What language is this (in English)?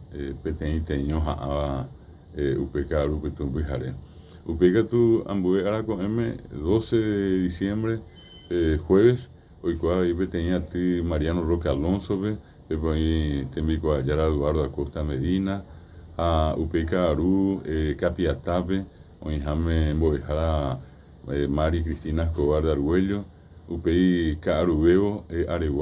Guarani